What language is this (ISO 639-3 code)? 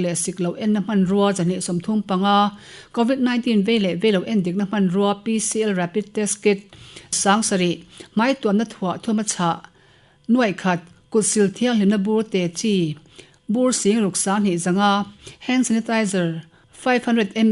lus